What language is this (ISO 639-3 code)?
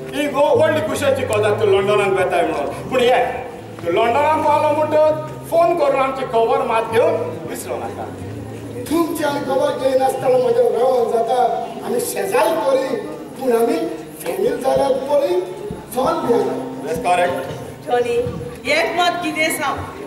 kok